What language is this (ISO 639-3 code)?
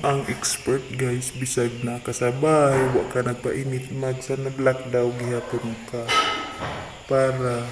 ceb